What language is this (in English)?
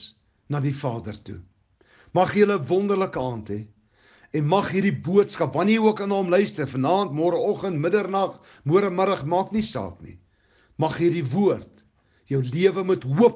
Afrikaans